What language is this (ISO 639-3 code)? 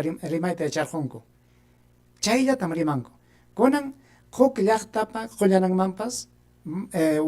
quy